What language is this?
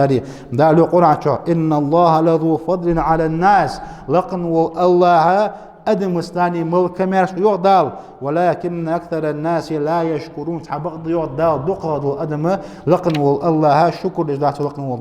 Ingush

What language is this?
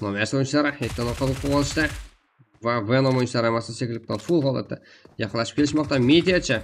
Kara-Kalpak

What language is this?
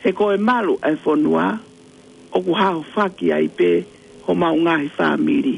Tongan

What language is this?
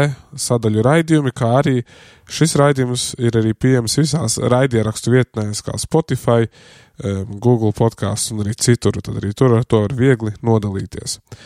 Latvian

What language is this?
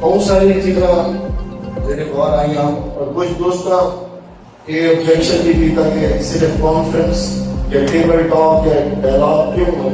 Saraiki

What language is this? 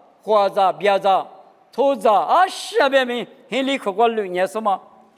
Lisu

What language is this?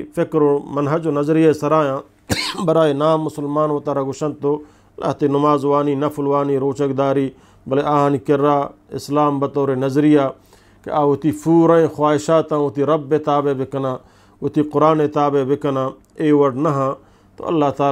Eastern Balochi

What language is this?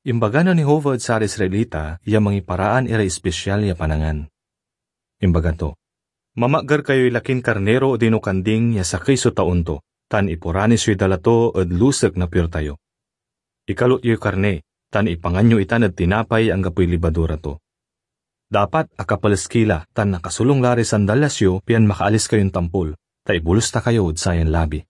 Pangasinan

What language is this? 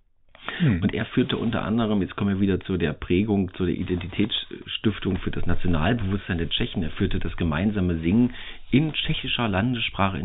German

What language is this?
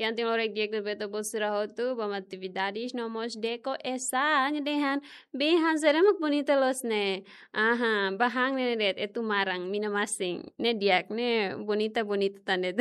Tetum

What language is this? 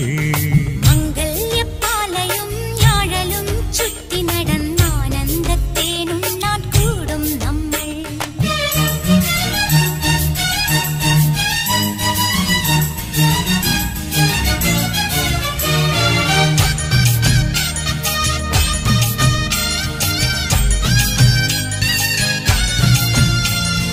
Malayalam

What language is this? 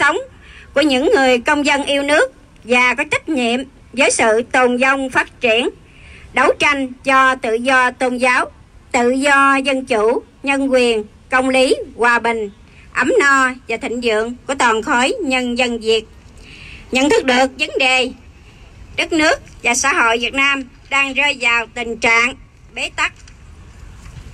Vietnamese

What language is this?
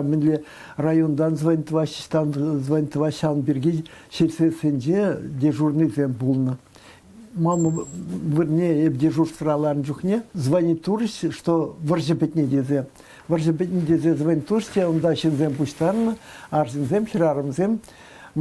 Chuvash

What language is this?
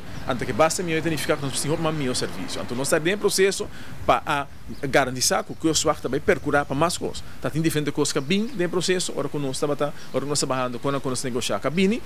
Papiamento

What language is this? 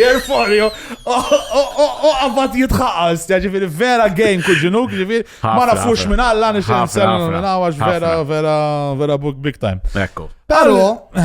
Maltese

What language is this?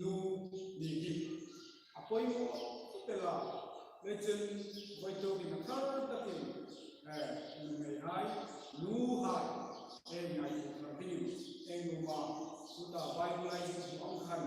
Hmar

